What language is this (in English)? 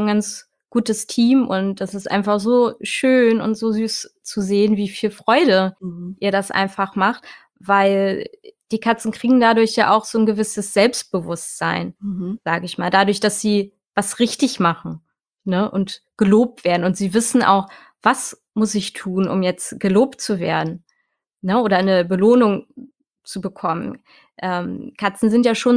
German